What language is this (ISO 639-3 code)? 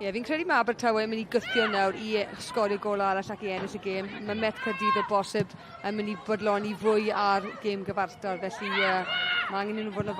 cym